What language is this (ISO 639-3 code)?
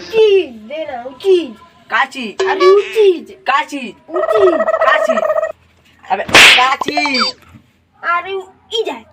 hne